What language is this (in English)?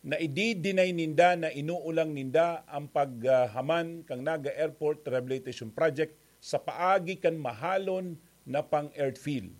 Bikol